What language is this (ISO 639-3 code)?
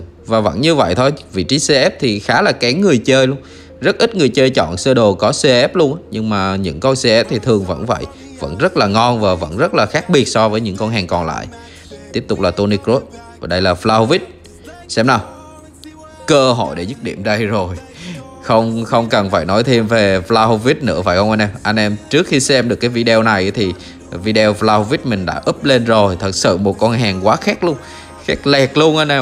vie